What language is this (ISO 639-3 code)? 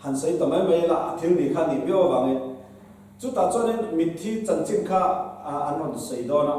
lus